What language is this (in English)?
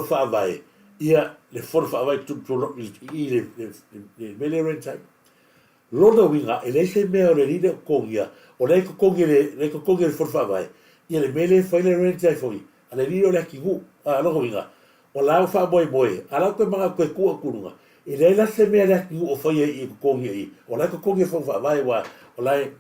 Samoan